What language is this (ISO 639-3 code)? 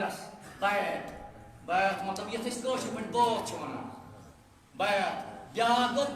kas